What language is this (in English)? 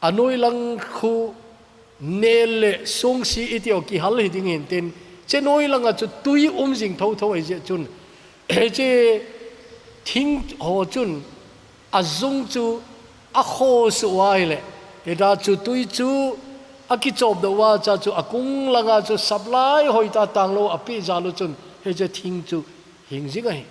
Thado Chin